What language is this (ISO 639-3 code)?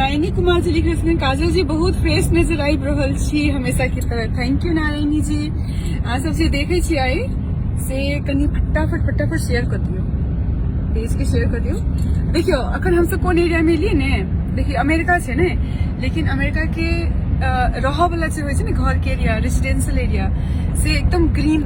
mai